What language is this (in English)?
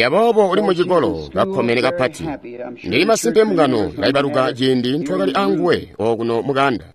Tonga (Zambia)